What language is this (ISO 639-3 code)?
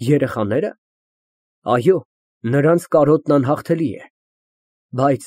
hye